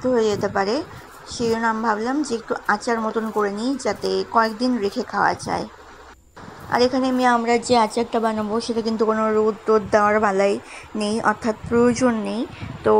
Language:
Bangla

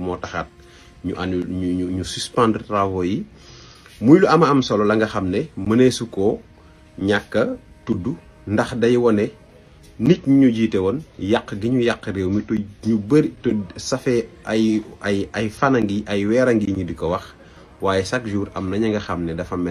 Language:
Wolof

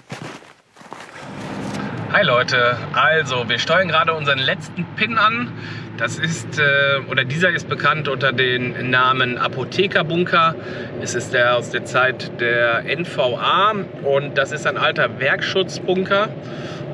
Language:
German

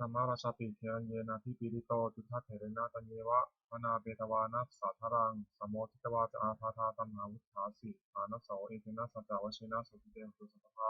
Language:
Pali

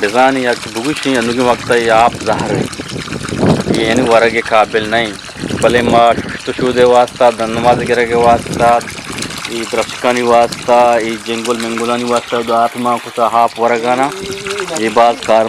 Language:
Eastern Balochi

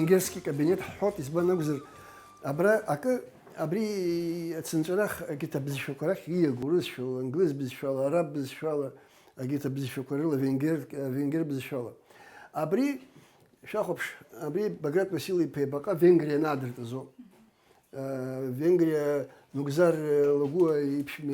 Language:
Abkhazian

